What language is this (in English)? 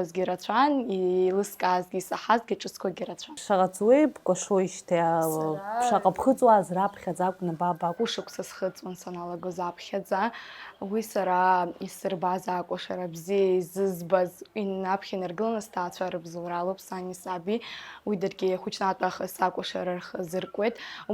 Abkhazian